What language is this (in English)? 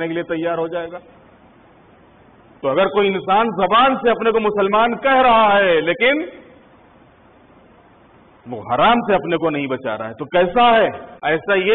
Urdu